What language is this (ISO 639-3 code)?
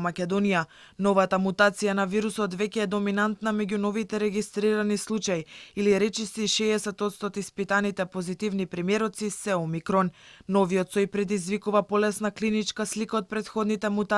mkd